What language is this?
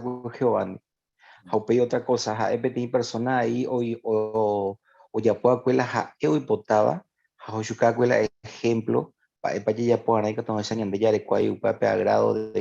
Guarani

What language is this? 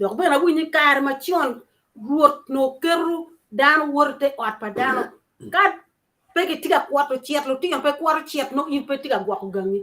Acoli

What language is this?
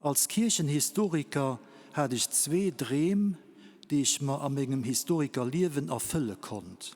Luxembourgish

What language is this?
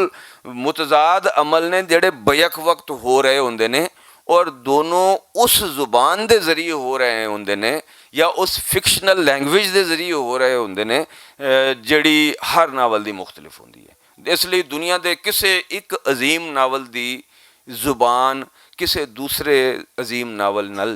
Western Panjabi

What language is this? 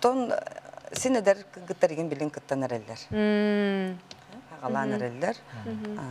Yakut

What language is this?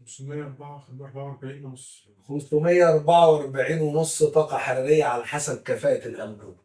Egyptian Arabic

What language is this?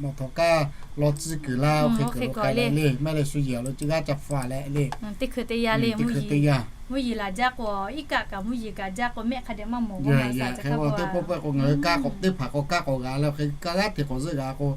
Lahu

